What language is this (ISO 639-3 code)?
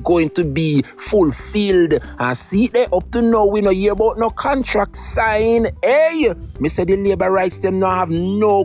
jam